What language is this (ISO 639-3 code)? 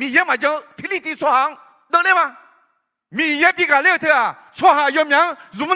ahk